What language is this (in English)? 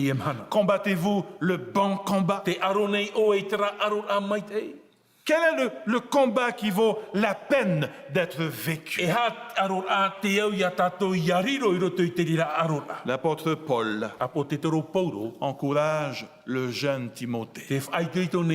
Tahitian